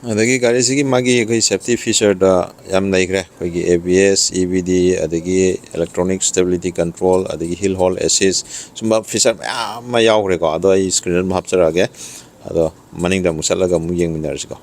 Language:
Manipuri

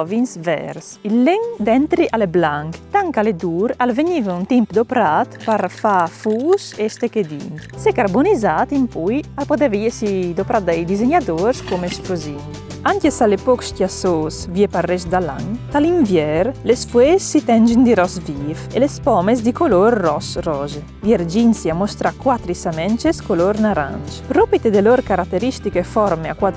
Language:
Friulian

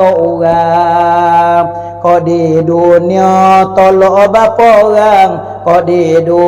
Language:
Minangkabau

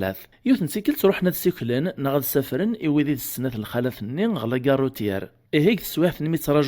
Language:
Kabyle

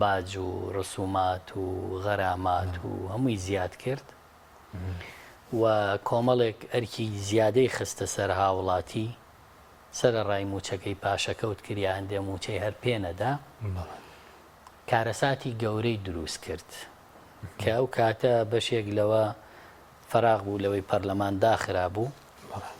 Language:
Central Kurdish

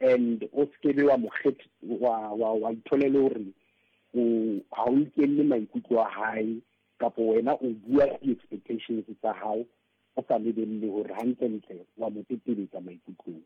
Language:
Southern Sotho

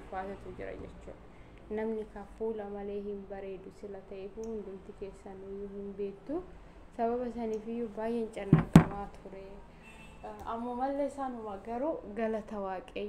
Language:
Oromo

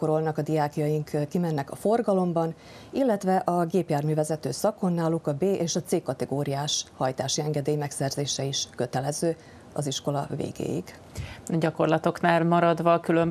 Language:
Hungarian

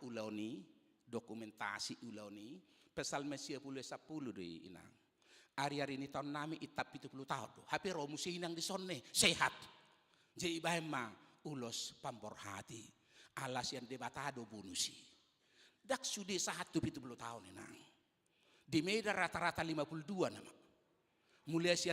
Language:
Batak Toba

